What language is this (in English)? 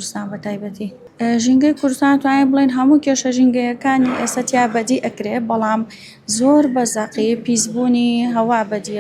Central Kurdish